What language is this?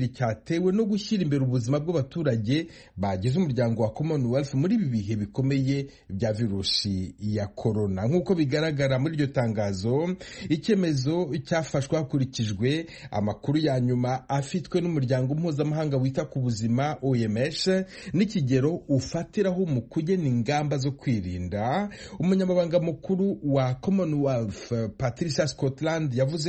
Kinyarwanda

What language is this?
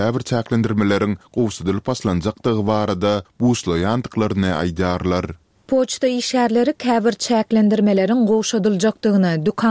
Turkmen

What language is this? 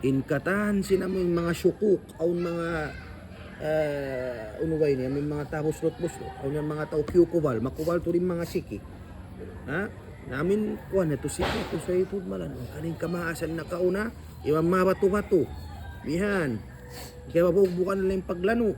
Tausug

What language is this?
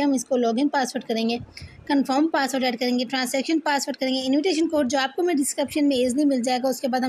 Hindi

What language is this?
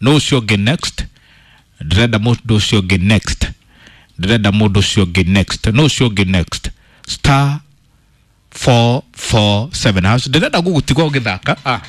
Kikuyu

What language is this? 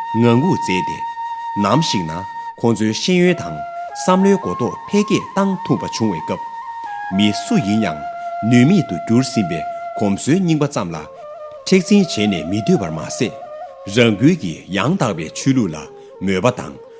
Tibetan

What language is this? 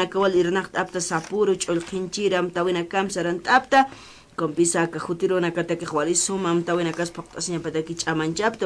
Aymara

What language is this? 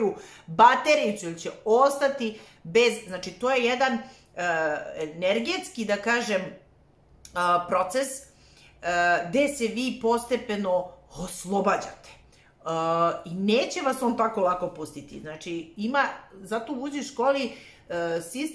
Serbian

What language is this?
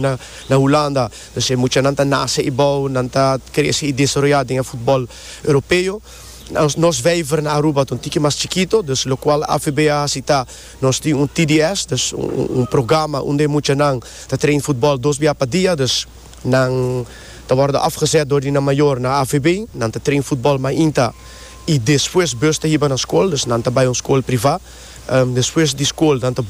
Papiamento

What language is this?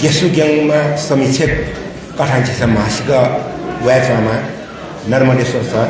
Newari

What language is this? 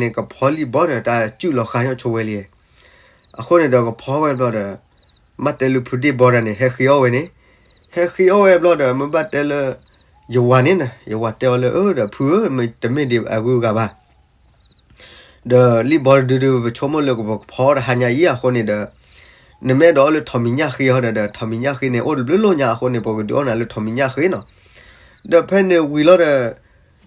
S'gaw Karen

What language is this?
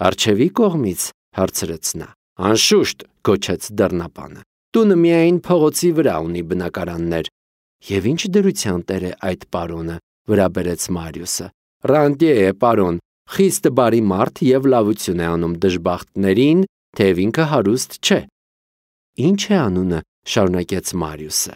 Armenian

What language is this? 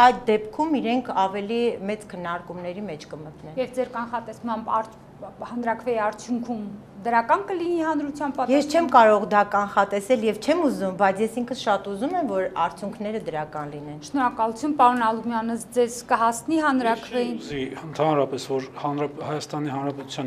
Armenian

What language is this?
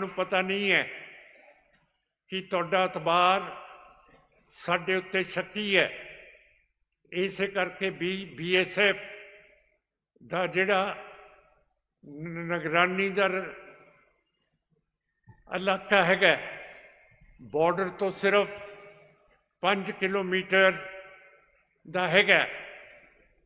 Punjabi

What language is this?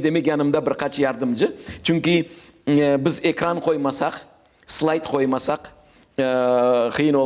Crimean Tatar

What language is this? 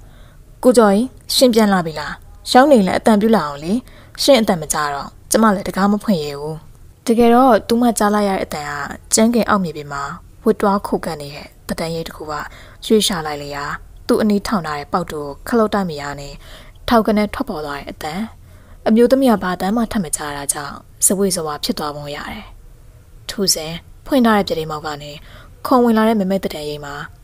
Burmese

